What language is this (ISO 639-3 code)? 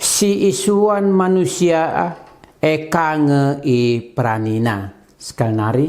btx